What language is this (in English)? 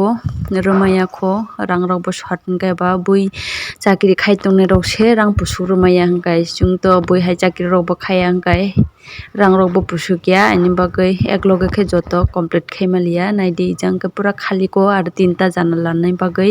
Kok Borok